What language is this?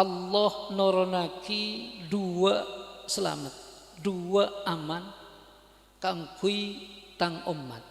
Madurese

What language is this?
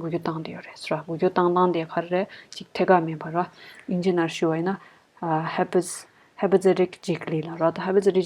Tibetan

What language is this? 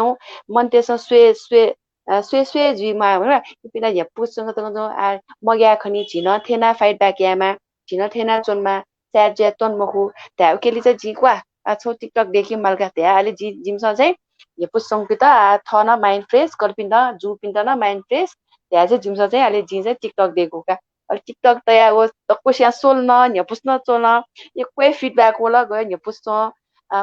Newari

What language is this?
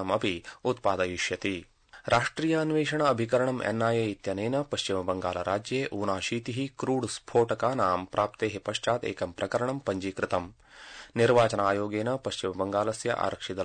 Sanskrit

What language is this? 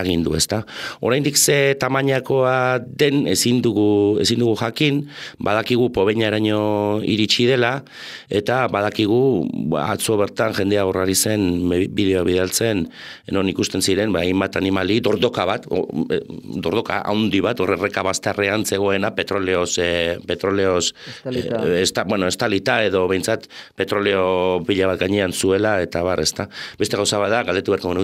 Basque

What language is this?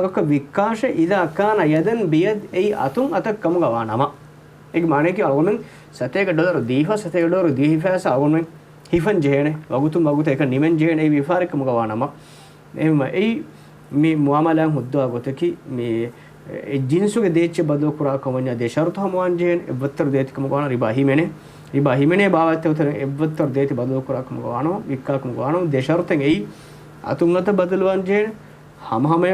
Divehi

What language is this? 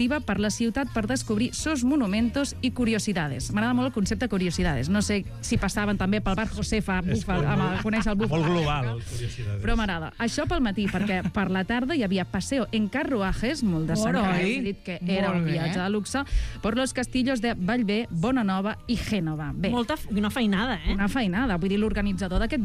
Catalan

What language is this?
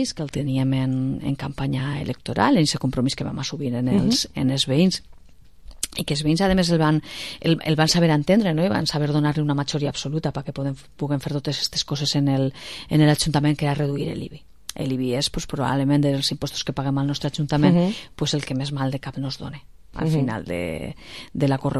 Catalan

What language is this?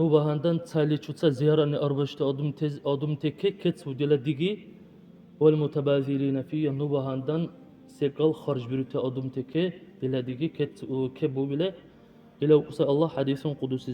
Dargwa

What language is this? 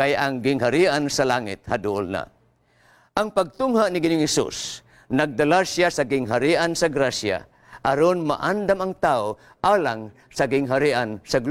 Cebuano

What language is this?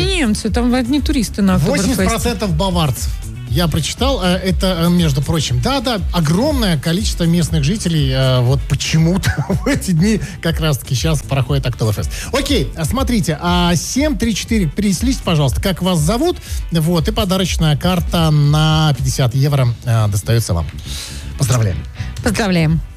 Russian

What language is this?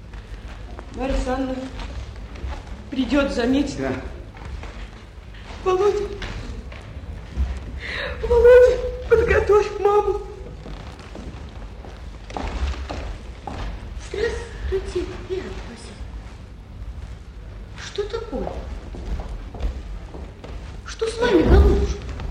Russian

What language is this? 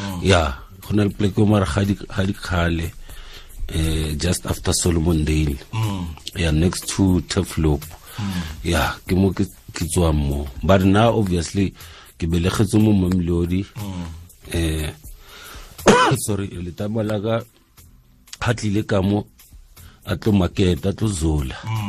Tswana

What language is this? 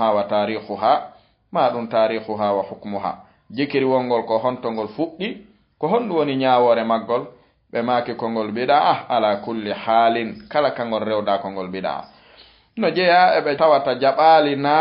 Fula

